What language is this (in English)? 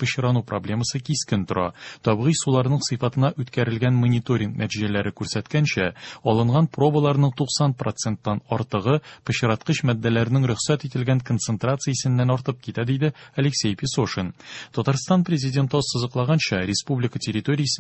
Tatar